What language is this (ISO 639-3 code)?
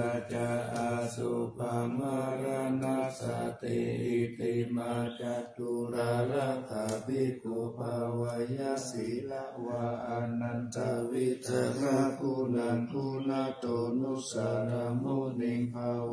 pli